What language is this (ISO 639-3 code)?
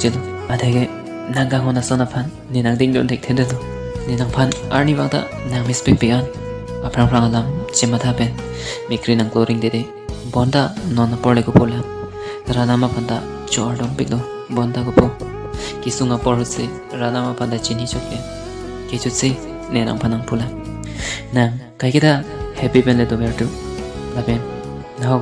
mjw